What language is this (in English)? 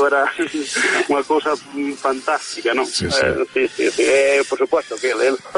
Galician